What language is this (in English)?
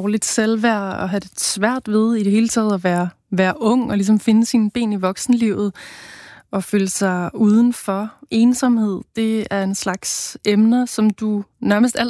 Danish